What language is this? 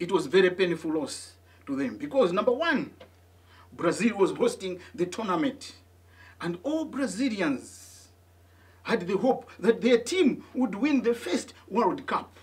English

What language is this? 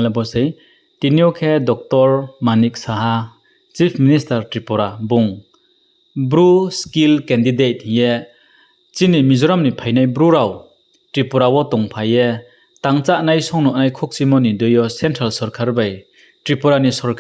Riang (India)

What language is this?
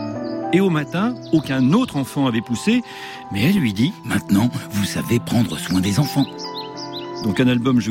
French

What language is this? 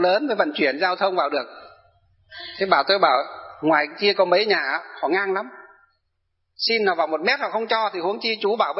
Vietnamese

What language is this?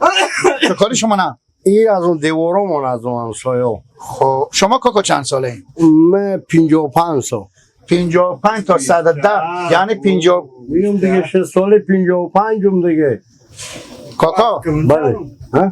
Persian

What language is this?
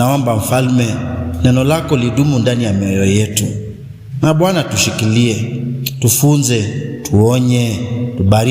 Kamba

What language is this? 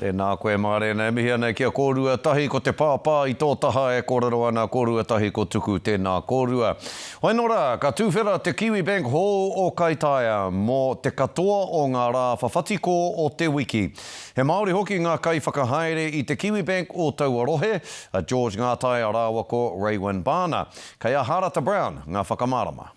Māori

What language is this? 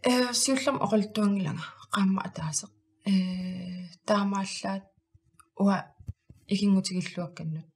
Kalaallisut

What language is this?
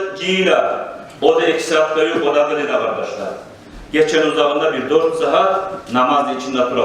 Kumyk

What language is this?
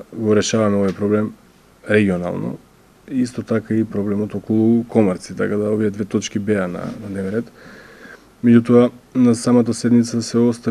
Macedonian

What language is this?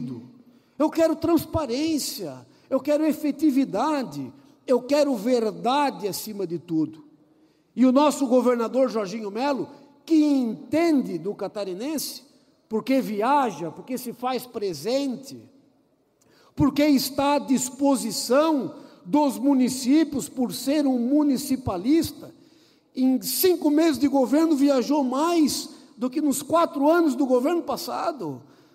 Portuguese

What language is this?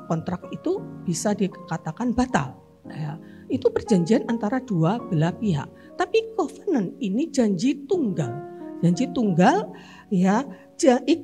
Indonesian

